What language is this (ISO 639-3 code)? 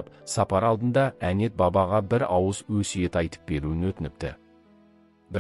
kaz